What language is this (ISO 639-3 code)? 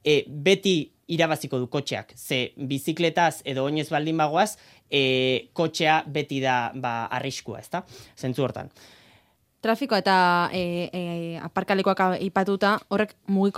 eus